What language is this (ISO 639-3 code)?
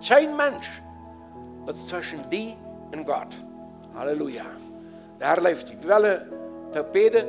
pdt